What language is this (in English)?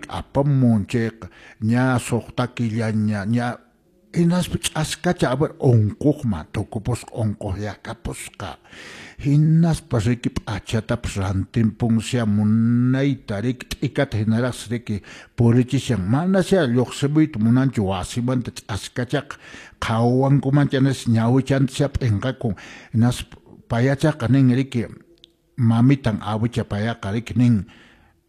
Quechua